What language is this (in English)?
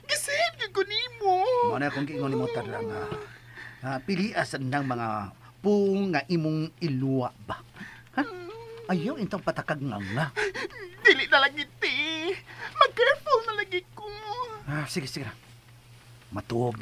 Cebuano